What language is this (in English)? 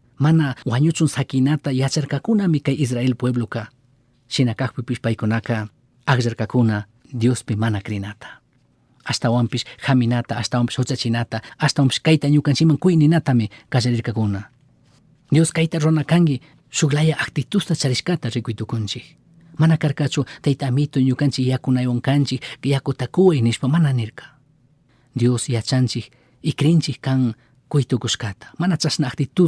Chimborazo Highland Quichua